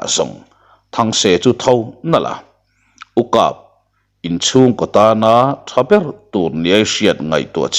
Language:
Mizo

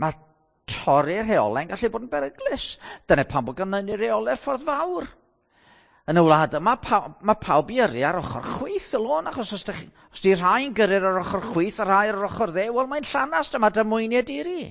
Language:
Welsh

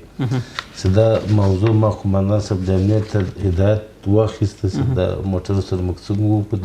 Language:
Pashto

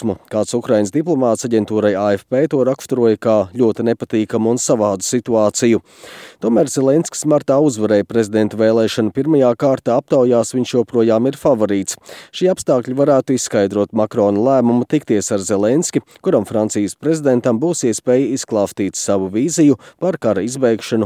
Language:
Latvian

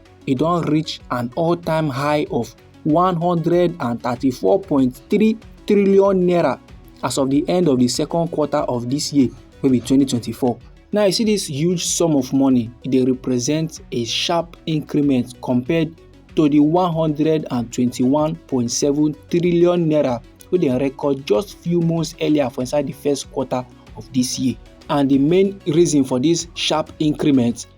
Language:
Nigerian Pidgin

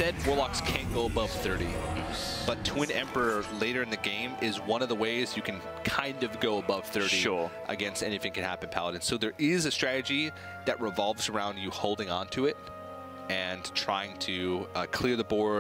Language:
English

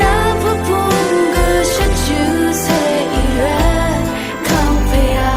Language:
Rawang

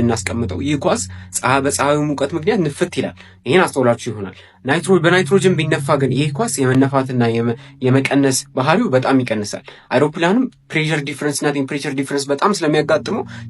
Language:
Amharic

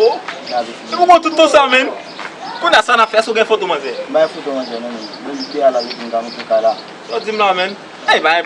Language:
Haitian Creole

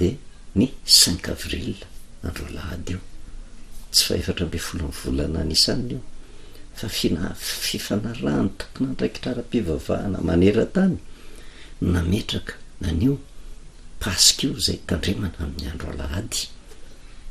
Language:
Malagasy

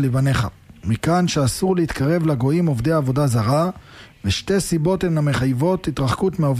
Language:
Hebrew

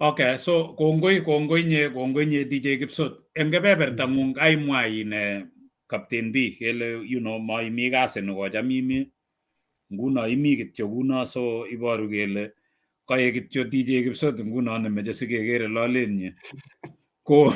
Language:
Kalenjin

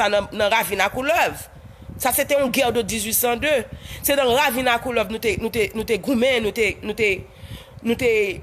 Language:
Haitian Creole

